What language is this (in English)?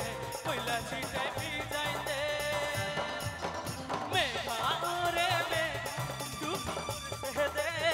Bangla